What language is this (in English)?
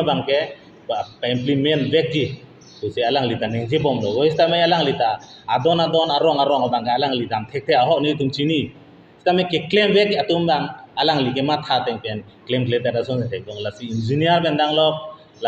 Karbi